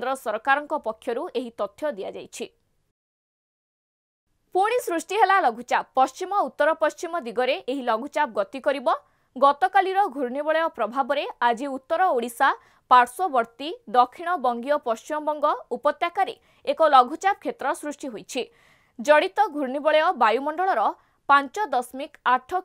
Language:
Odia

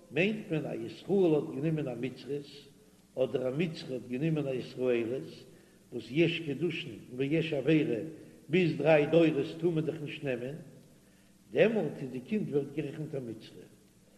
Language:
Yiddish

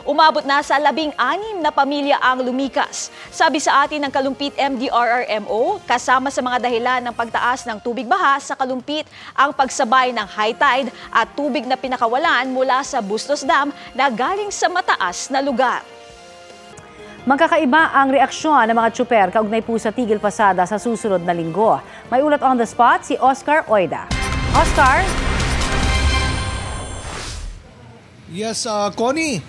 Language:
Filipino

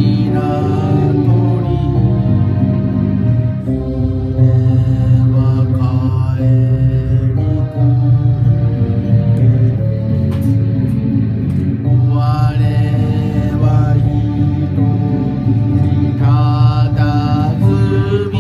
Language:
Japanese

